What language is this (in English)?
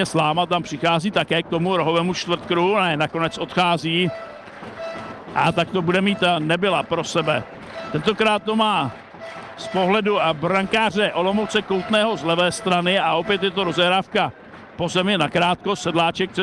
Czech